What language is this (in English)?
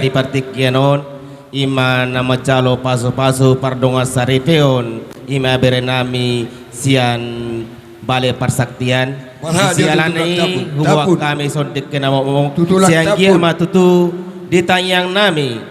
Batak Toba